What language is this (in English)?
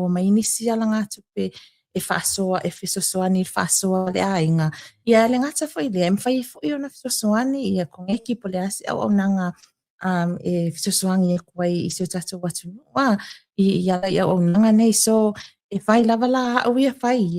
Samoan